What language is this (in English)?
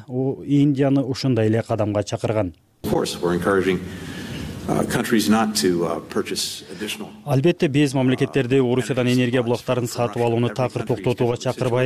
Kyrgyz